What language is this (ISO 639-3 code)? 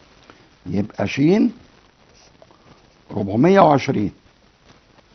ara